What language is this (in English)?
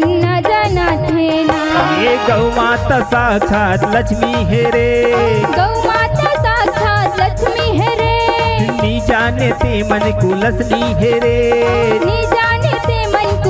Chhattisgarhi